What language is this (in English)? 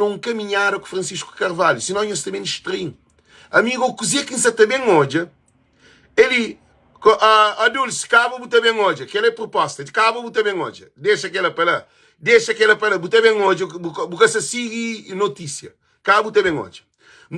Kabuverdianu